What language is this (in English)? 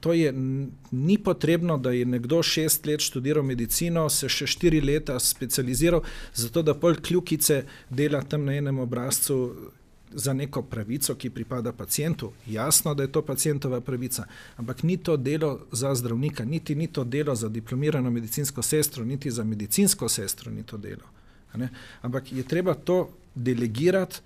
Slovenian